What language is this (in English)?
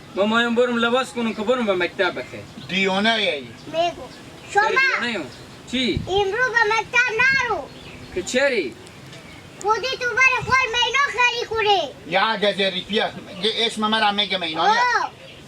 Hazaragi